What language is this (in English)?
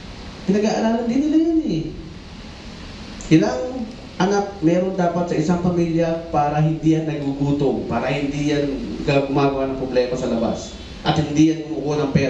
Filipino